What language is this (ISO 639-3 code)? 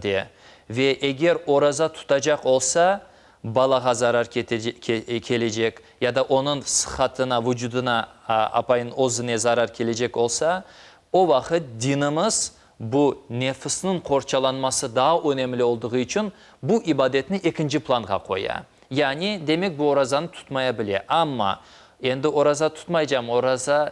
crh